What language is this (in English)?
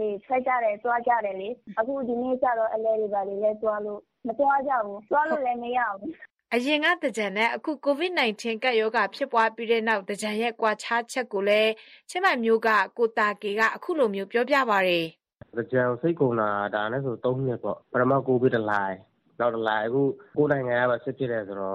Burmese